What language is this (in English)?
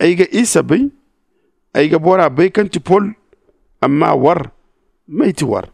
Zarma